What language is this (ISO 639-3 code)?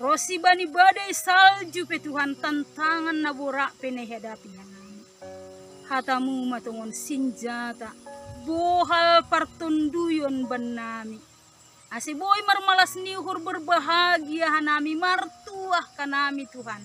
bts